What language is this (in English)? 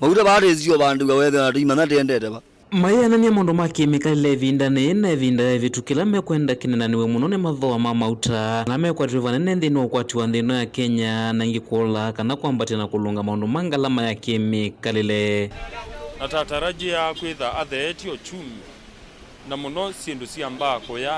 Kamba